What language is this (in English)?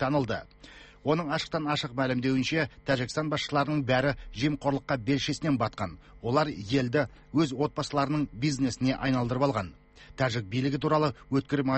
Kazakh